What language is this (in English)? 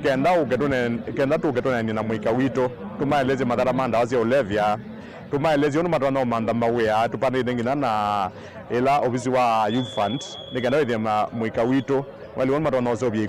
Kamba